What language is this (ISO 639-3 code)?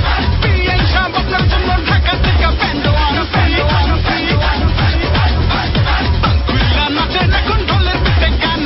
ben